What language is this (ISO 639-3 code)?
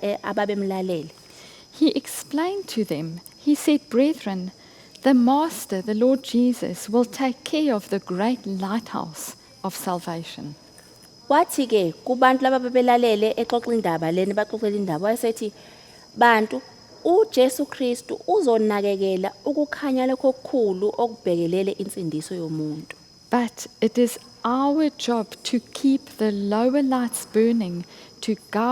zul